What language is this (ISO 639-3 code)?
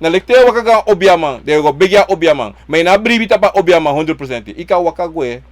srn